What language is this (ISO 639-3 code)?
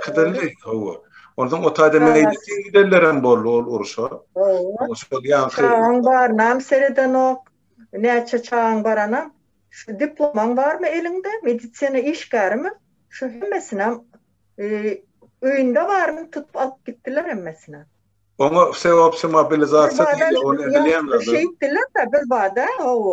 tuk